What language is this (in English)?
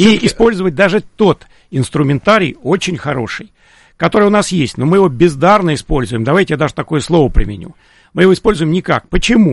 Russian